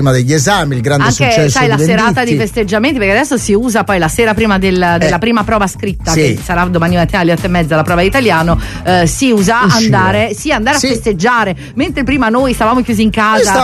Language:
Italian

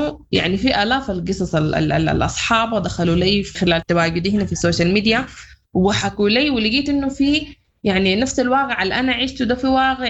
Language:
Sudanese Arabic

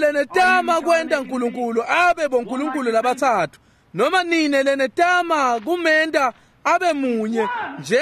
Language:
Swati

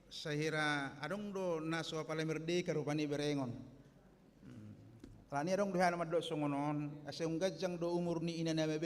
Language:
Batak Toba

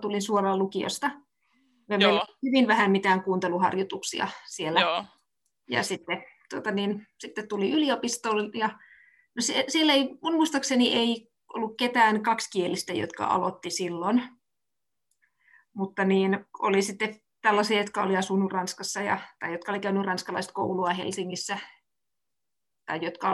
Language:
Finnish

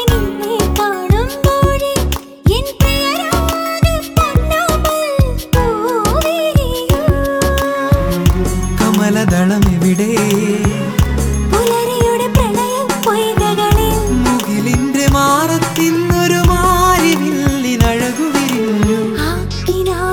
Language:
Malayalam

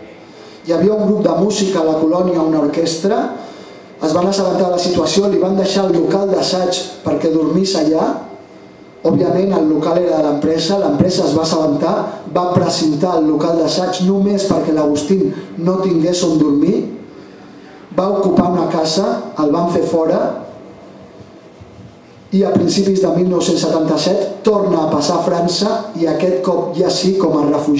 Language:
Catalan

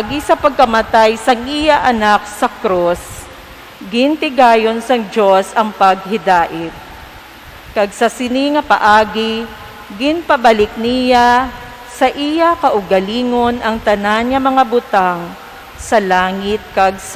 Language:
Hiligaynon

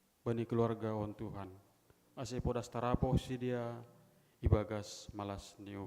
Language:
Batak Simalungun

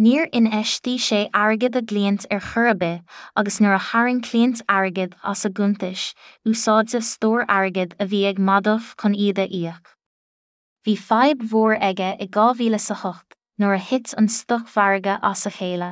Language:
Irish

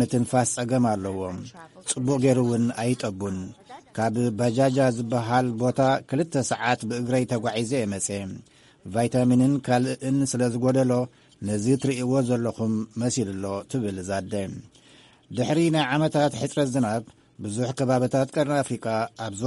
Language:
Tigrinya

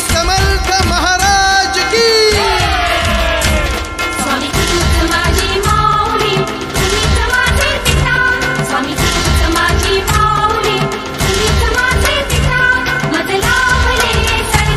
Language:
Marathi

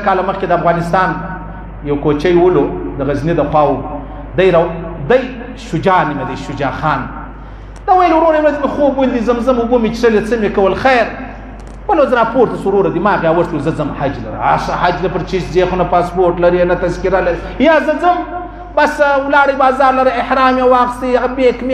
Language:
Pashto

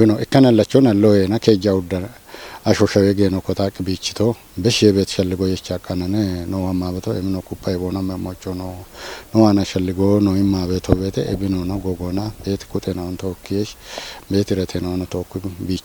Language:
Kafa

